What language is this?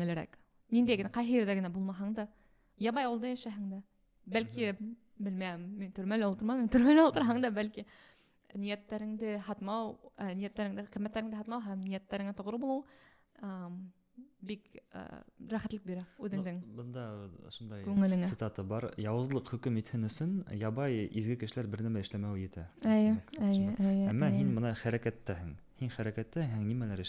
Bashkir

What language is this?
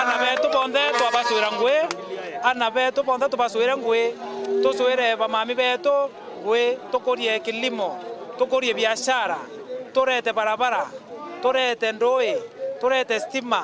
Meru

